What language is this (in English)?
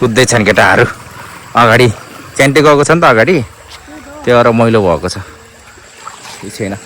Nepali